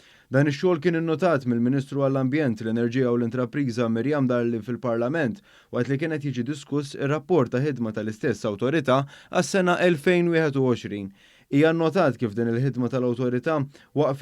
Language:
Maltese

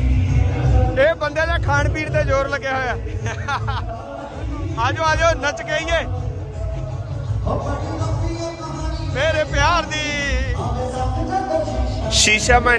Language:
Punjabi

